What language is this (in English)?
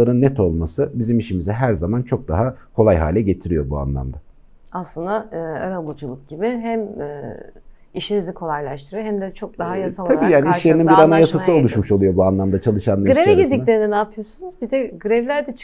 Turkish